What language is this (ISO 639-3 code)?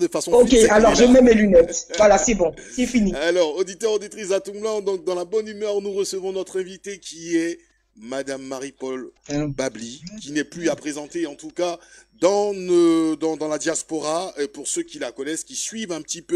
fra